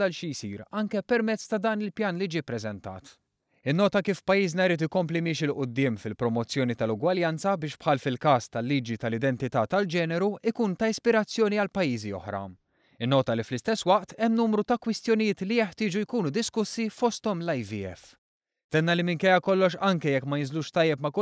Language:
Maltese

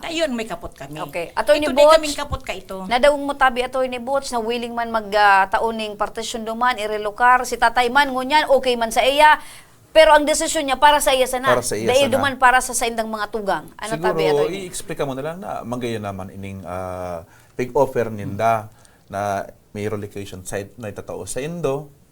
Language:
Bikol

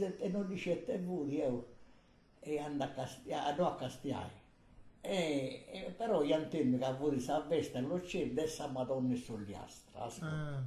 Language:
Sardinian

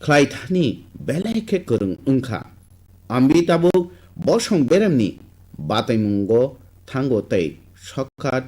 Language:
Kok Borok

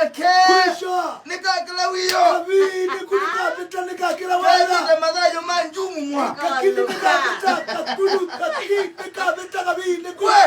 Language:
Kamba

